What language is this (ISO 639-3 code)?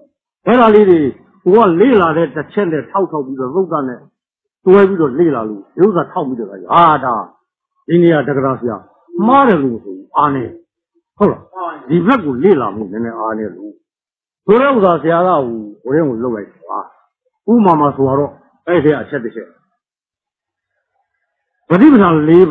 mya